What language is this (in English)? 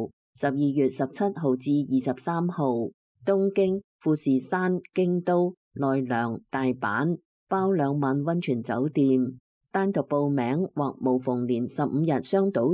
Cantonese